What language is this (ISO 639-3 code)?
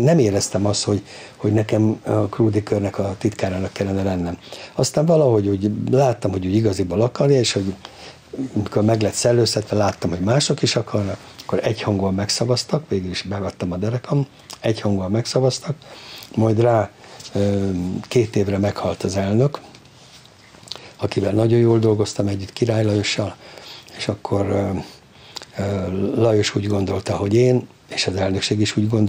hun